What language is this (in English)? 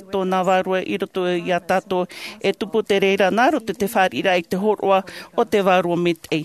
Tahitian